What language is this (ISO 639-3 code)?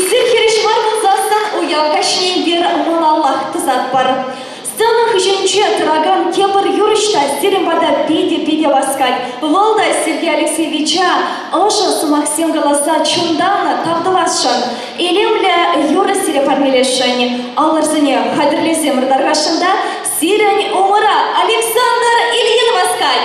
chv